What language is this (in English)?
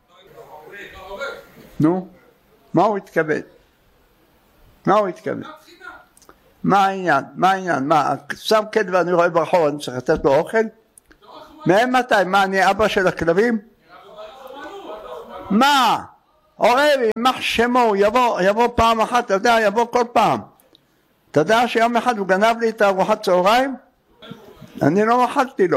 Hebrew